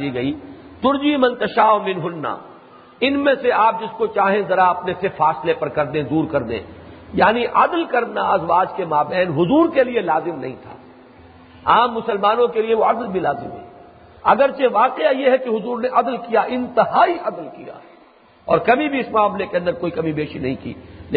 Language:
Urdu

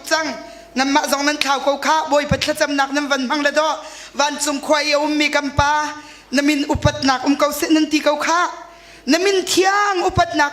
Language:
Hakha Chin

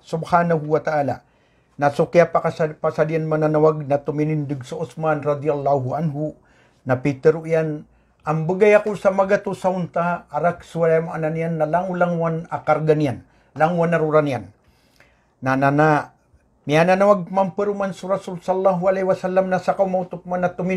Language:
Maranao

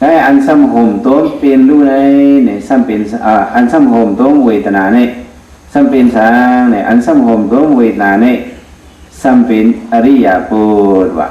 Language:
Shan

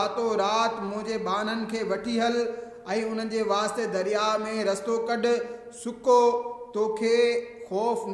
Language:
Sindhi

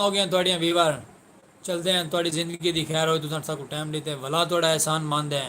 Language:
Saraiki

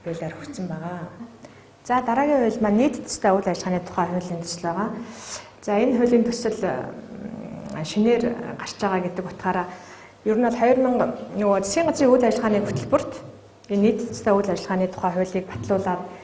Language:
Mongolian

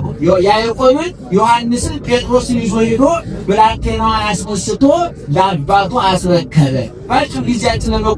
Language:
Amharic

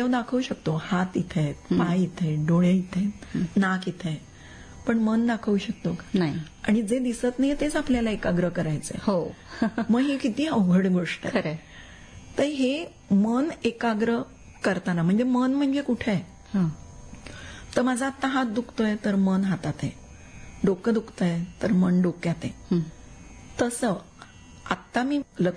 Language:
Marathi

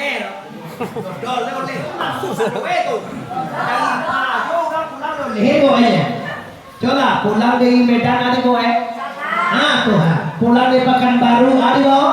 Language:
Minangkabau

